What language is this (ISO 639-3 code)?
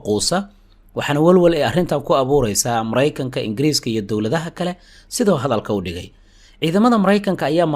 som